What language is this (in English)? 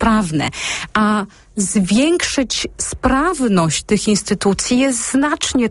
Polish